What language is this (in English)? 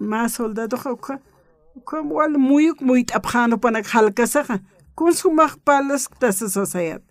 Aymara